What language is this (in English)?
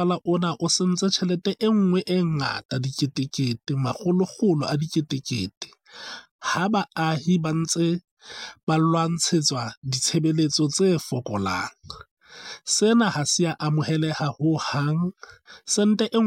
Southern Sotho